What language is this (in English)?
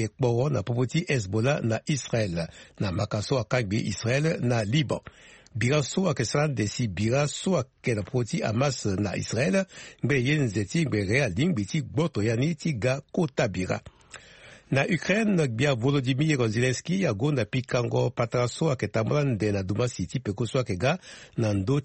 Sango